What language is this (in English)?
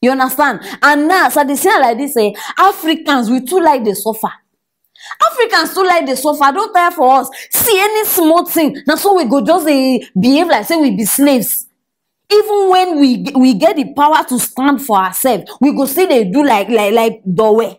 Nigerian Pidgin